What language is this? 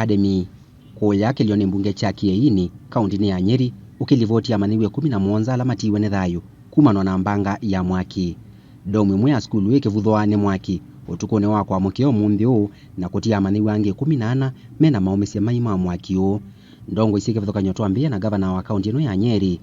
Kamba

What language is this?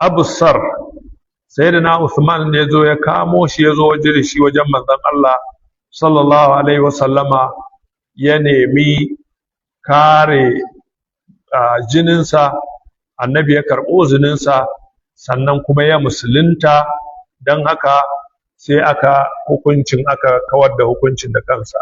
Hausa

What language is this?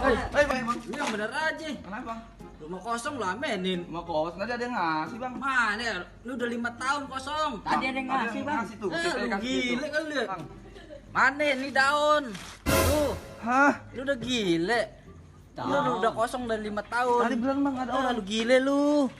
Betawi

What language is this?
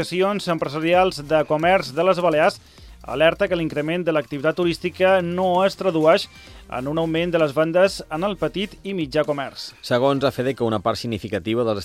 Catalan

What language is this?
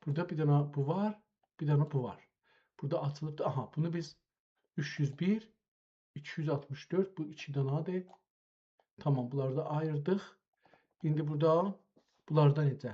South Azerbaijani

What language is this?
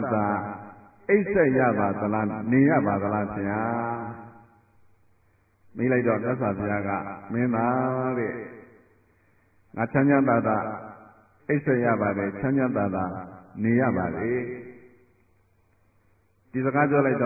Burmese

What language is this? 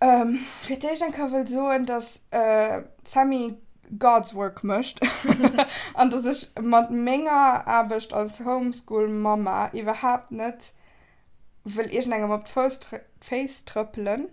Luxembourgish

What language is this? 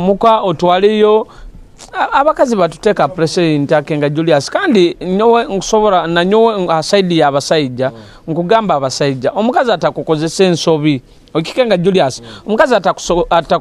Nyoro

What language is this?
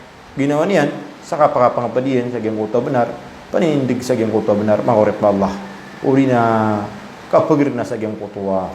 Maranao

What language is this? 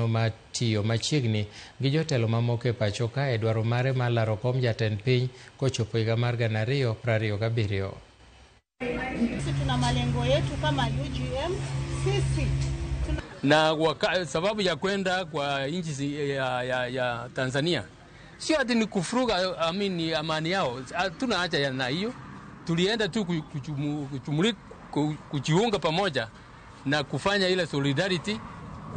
Luo (Kenya and Tanzania)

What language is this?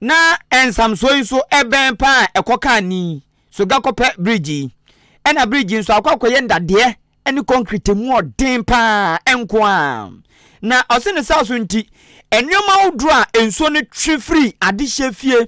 Akan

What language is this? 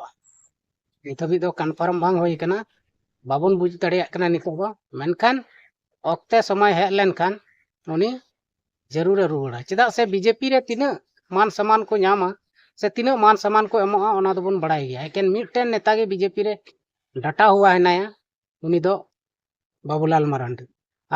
Santali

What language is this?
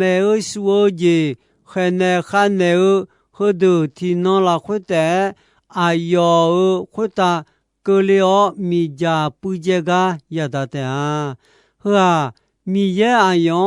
Akha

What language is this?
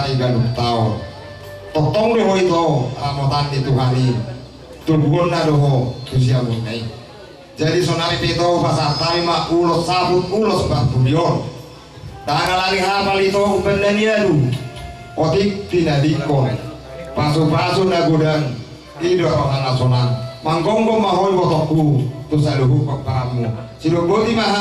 Batak Toba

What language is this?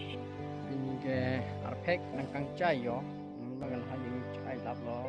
Karbi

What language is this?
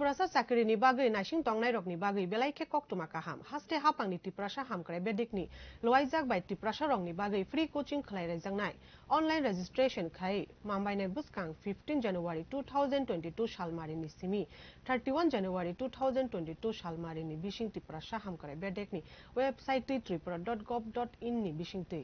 Kok Borok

